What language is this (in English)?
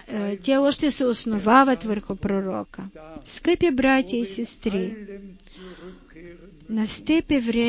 Bulgarian